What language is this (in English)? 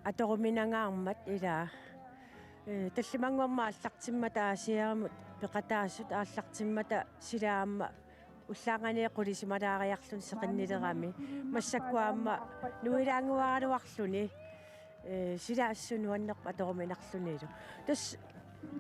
Kalaallisut